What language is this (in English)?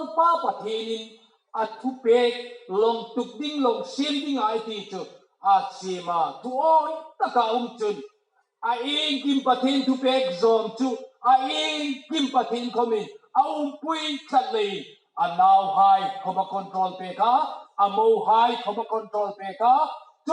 Hmar